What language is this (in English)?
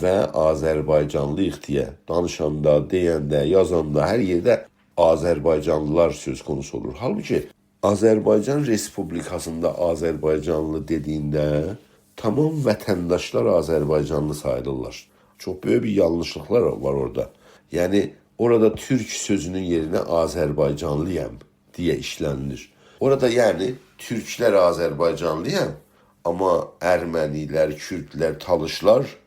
South Azerbaijani